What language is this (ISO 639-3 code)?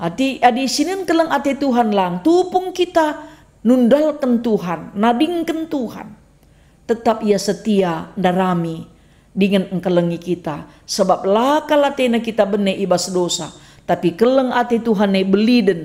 btx